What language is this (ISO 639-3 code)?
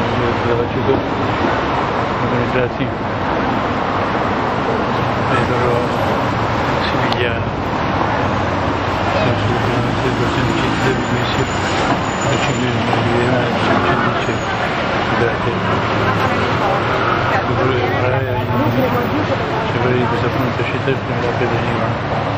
ita